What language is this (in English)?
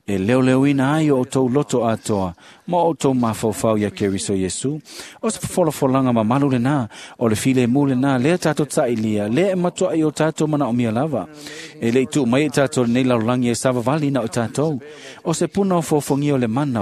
Samoan